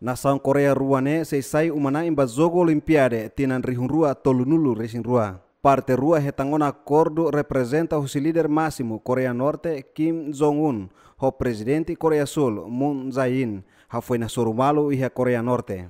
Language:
Tetum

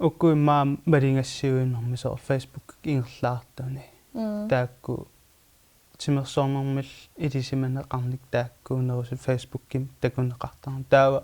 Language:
Kalaallisut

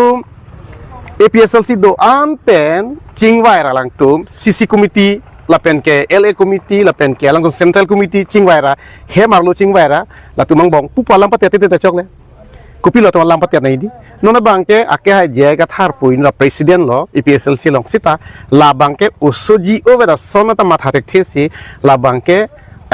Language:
Karbi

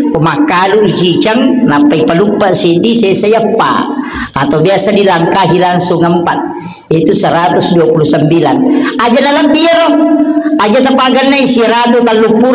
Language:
Buginese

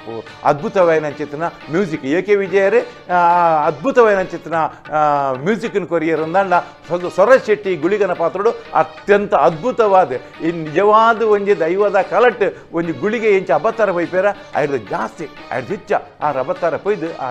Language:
Tulu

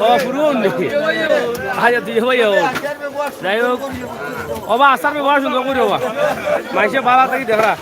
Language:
Sylheti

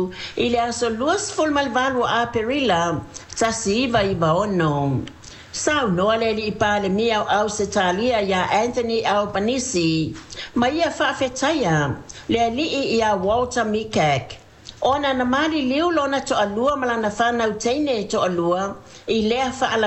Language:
Samoan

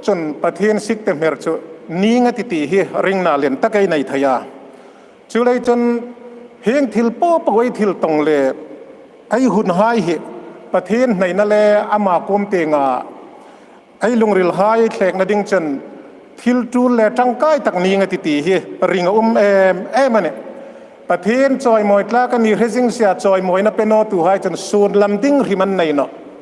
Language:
Hmar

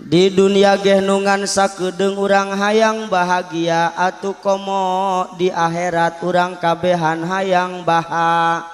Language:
Sundanese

